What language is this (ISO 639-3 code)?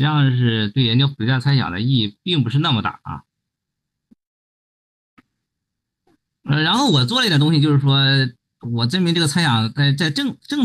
zho